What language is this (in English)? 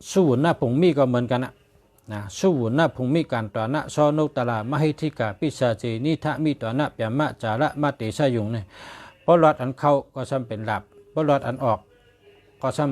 Shan